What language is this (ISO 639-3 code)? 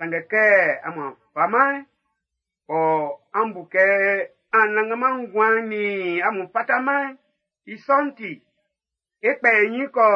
bci